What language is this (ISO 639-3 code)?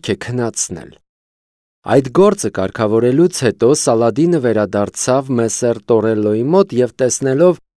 hye